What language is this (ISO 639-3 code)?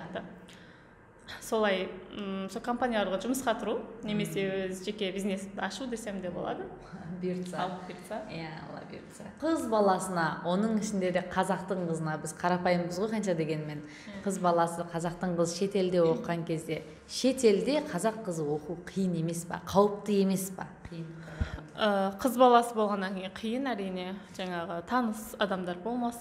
kaz